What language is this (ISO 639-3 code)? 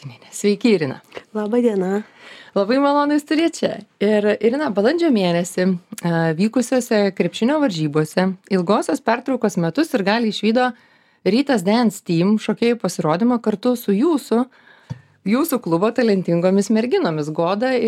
lit